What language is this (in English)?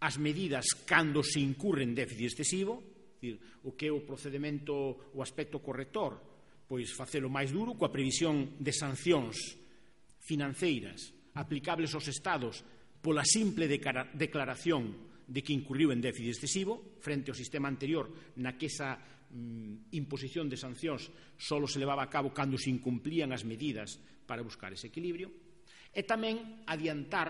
Galician